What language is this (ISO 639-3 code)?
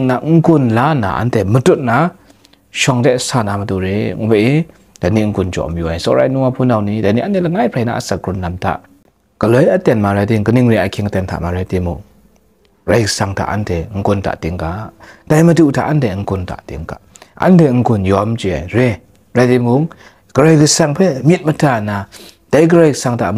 kac